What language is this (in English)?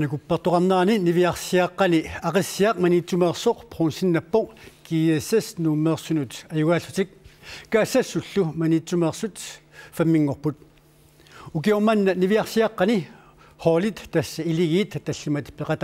Kalaallisut